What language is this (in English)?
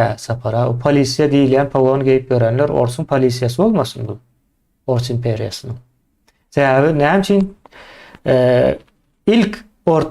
Turkmen